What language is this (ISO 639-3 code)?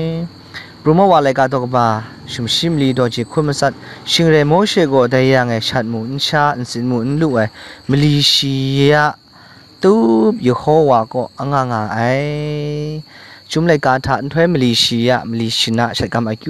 kac